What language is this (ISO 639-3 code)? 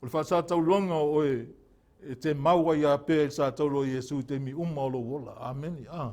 smo